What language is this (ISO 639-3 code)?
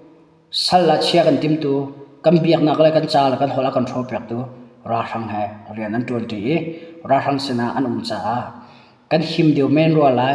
cnh